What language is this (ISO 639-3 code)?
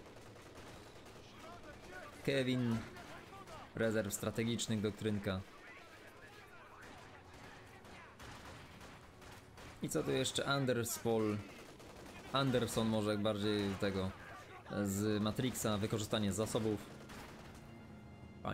pol